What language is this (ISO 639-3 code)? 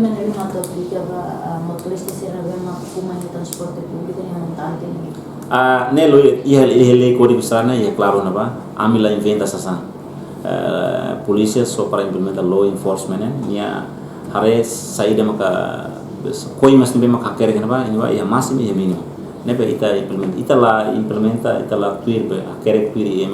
tet